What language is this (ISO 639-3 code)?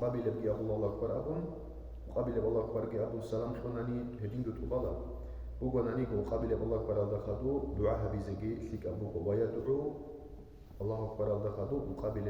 ava